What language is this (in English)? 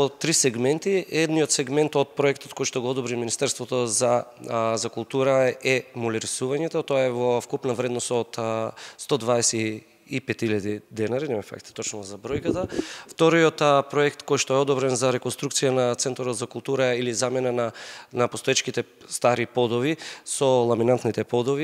Macedonian